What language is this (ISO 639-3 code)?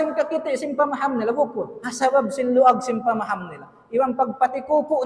tsg